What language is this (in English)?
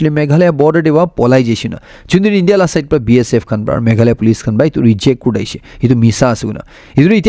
Naga Pidgin